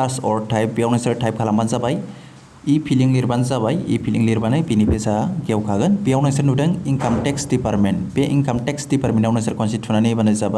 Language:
Bodo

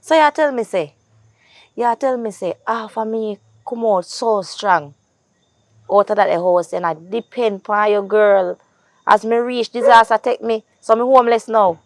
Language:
Jamaican Creole English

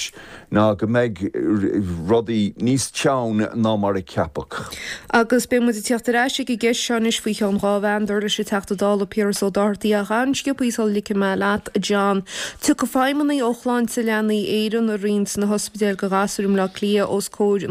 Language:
Irish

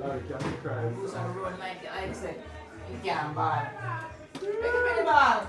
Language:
Jamaican Creole English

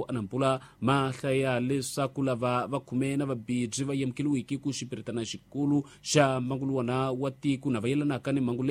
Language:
Tsonga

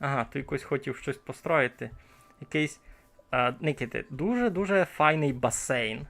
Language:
Rusyn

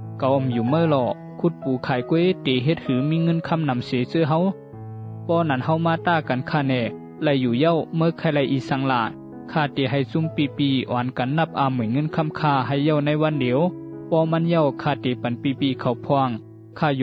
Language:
Shan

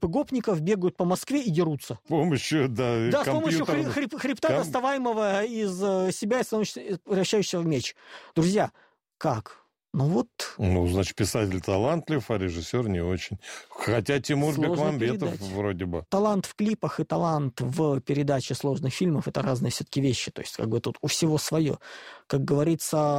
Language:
Russian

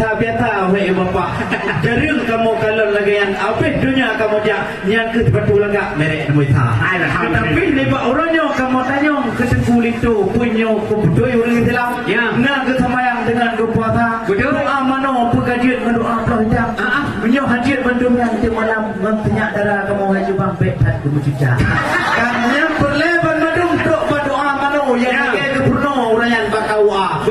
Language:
Achinese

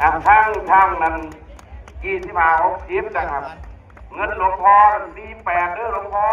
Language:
Northeastern Thai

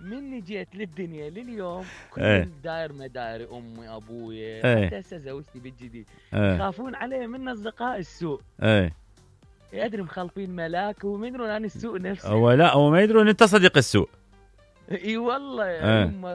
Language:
Mesopotamian Arabic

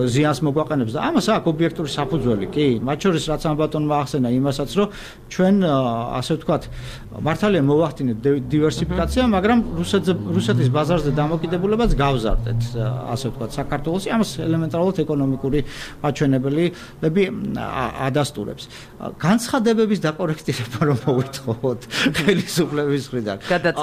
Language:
Georgian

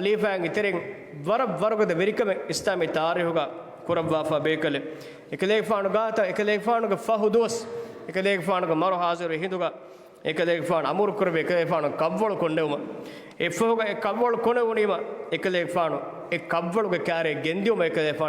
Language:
Divehi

